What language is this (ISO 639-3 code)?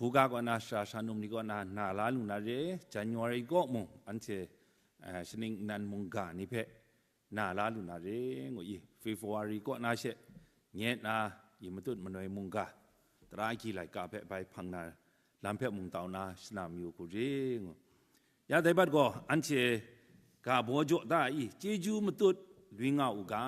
kac